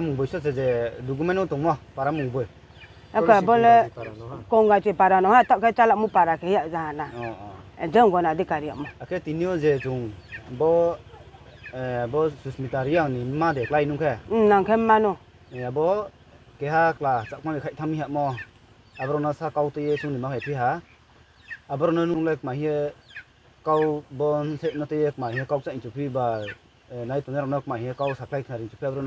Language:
Riang (India)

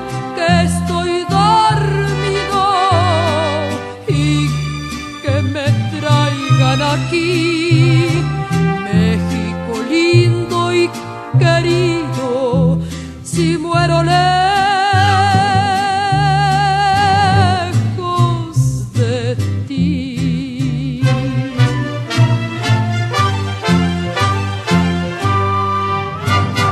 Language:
Spanish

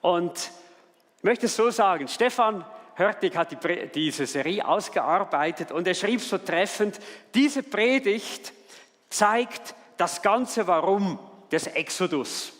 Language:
Swiss German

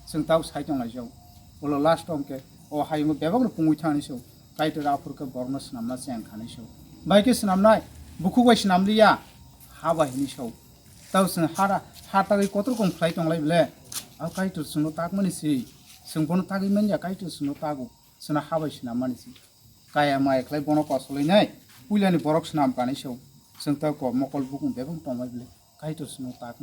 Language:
Kok Borok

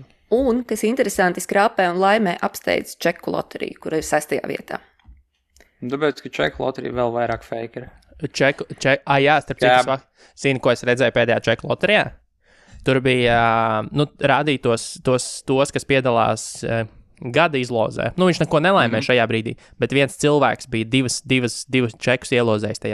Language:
Latvian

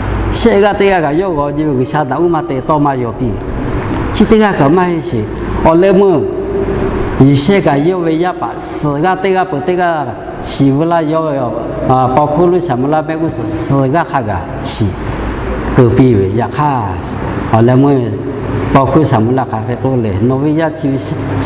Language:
Lahu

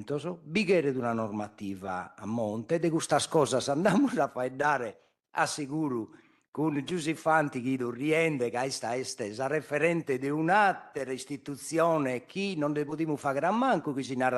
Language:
Sardinian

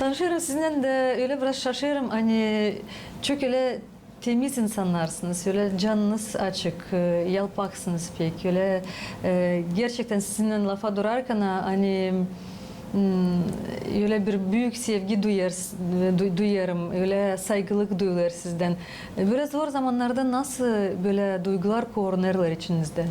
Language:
Gagauz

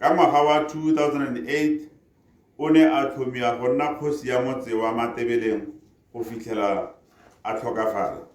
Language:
Tswana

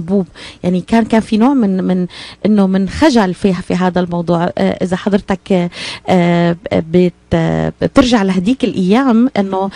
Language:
North Levantine Arabic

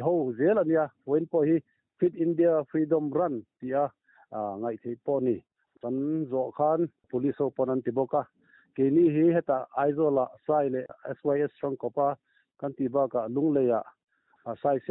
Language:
Mizo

